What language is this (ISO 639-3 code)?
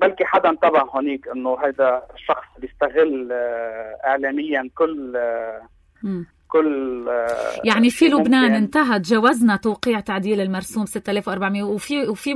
apc